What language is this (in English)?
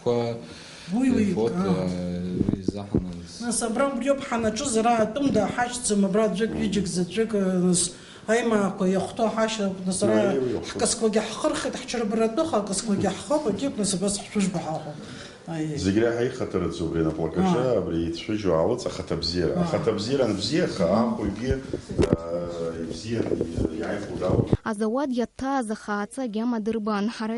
Abkhazian